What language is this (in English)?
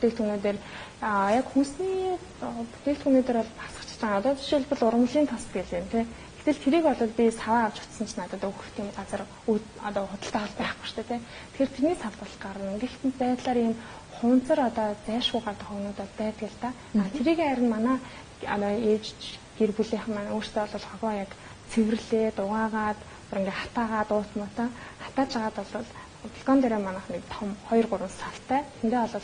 Mongolian